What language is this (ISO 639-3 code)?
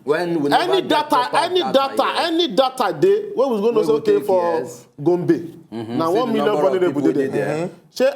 pcm